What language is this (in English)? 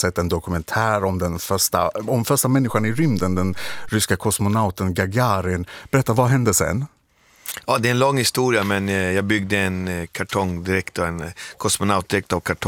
Swedish